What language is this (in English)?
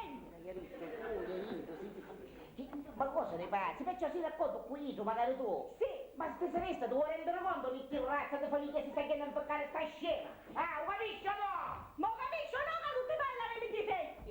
Sicilian